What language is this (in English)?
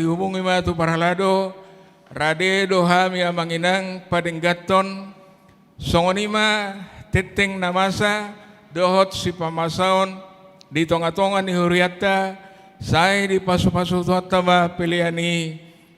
Batak Toba